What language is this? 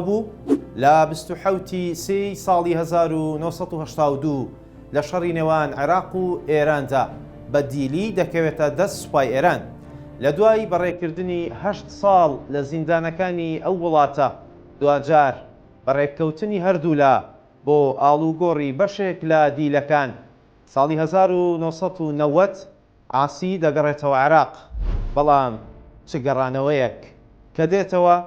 Central Kurdish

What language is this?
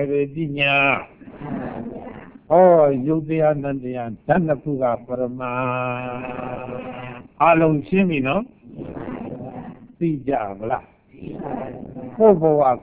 Burmese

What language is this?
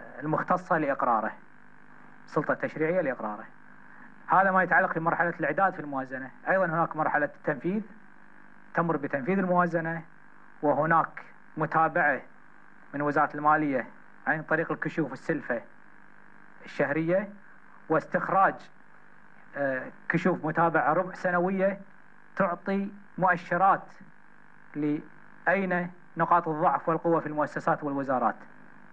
Gulf Arabic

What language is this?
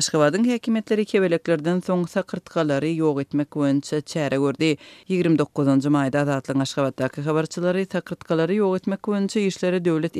Turkmen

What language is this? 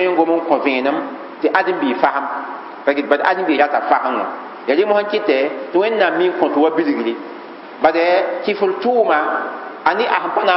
Mossi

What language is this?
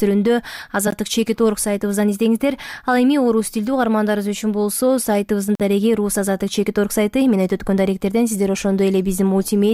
Kyrgyz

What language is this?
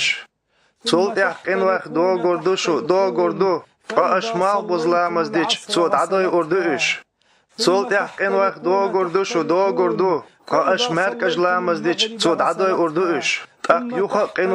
Chechen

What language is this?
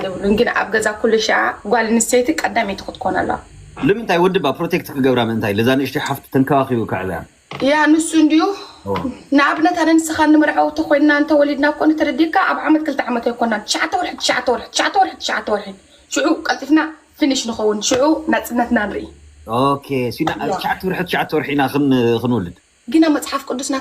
Tigrinya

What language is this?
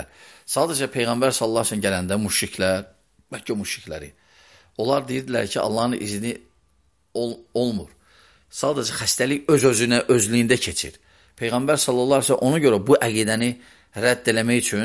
Azerbaijani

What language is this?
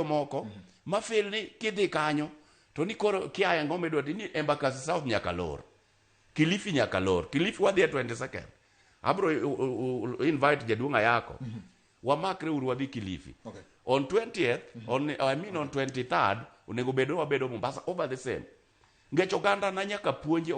Luo (Kenya and Tanzania)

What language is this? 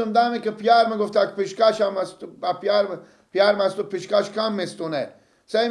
Persian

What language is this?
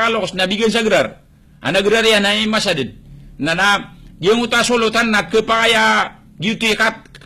Maranao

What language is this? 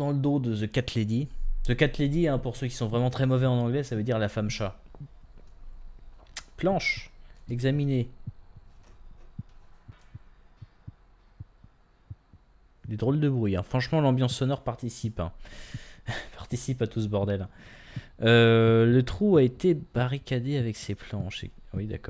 French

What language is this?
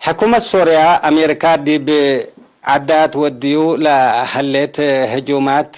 Tigre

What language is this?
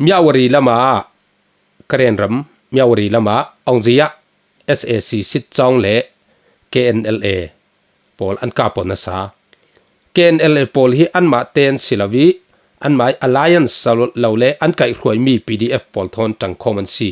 Falam Chin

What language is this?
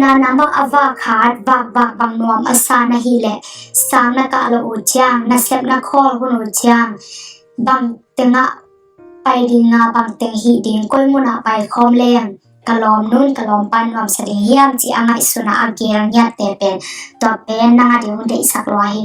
Tedim Chin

